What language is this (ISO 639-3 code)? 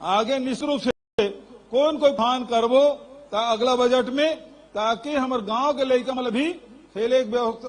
hne